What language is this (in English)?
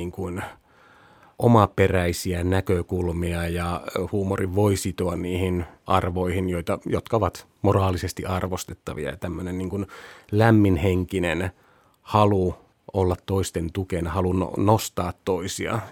Finnish